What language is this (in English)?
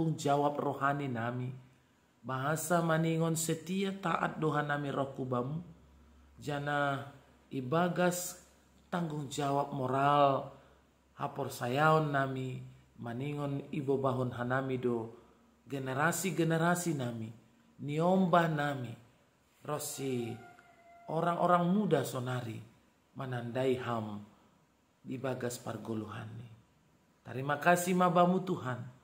Batak Simalungun